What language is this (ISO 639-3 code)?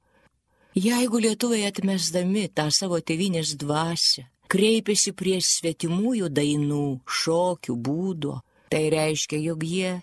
lit